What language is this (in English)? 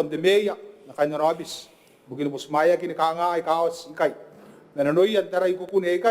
Gilbertese